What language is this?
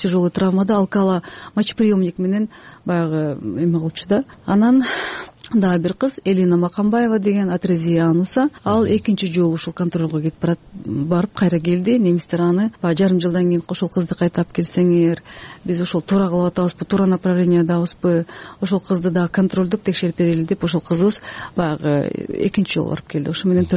Kyrgyz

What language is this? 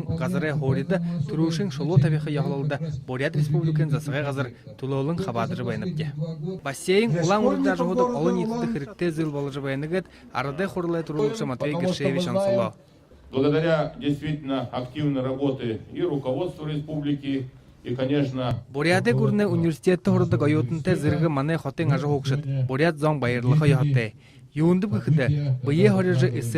Buriat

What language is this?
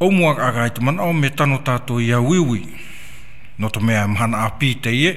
Tahitian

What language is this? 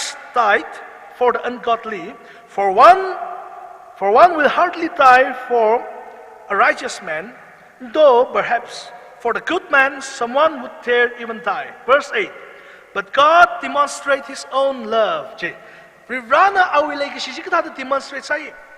Tangkhul Naga (India)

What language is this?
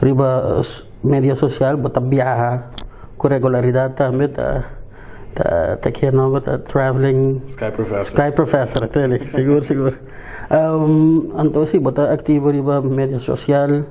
Papiamento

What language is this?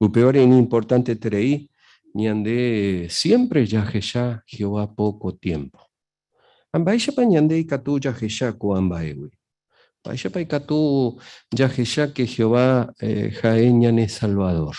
Guarani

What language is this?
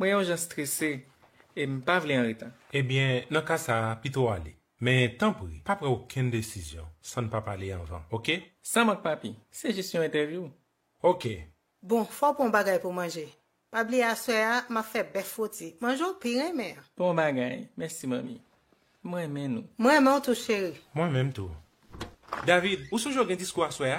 Haitian Creole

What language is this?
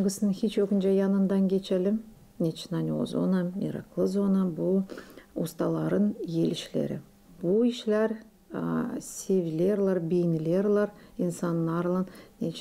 Gagauz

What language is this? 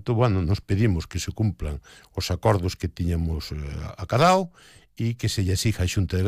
Galician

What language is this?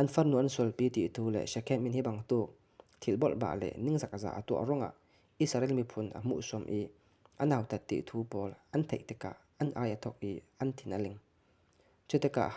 Falam Chin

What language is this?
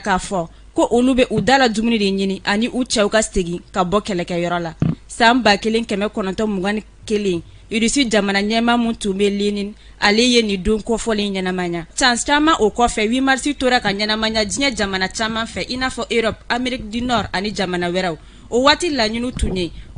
Bambara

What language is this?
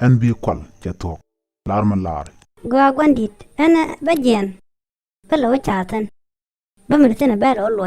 Nuer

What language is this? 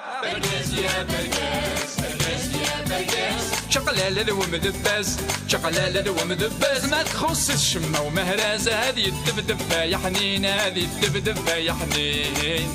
Kabyle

